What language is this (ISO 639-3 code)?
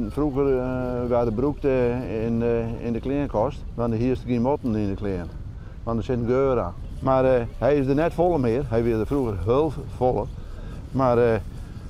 fry